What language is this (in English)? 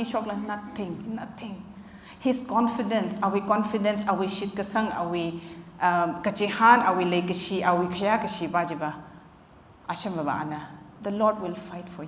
Tangkhul Naga (India)